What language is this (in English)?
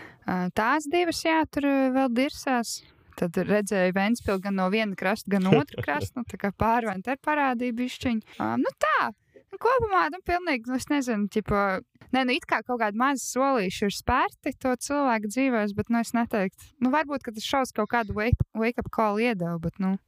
Latvian